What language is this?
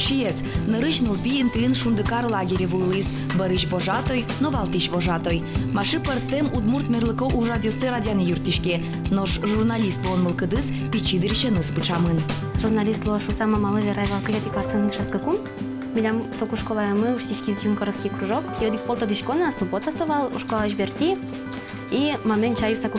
Udmurt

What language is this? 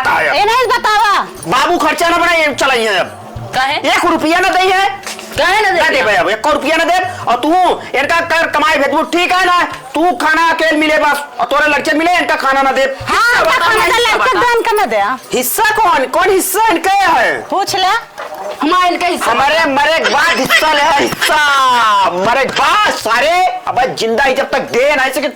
Awadhi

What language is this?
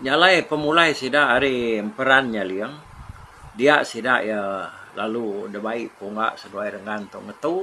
Iban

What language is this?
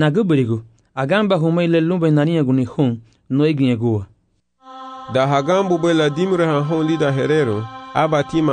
Garifuna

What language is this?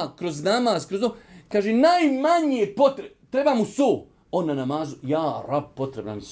Bosnian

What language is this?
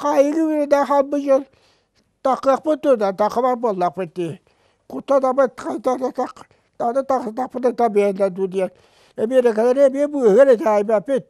Yakut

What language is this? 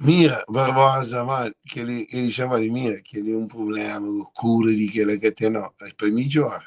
Kabuverdianu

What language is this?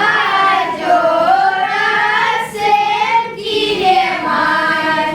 Chuvash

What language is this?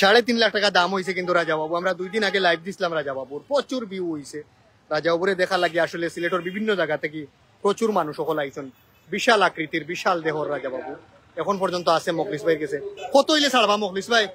Sylheti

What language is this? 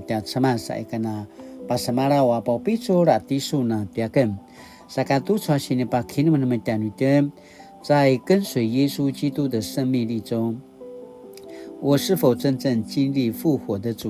Paiwan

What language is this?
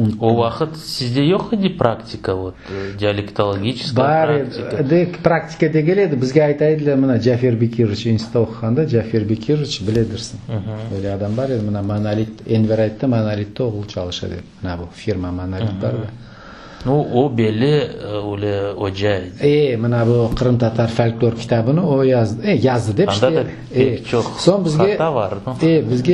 Crimean Tatar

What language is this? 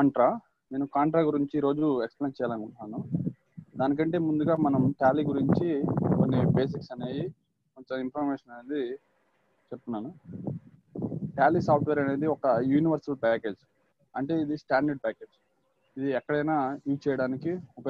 Telugu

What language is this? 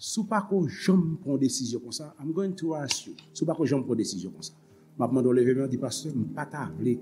Haitian Creole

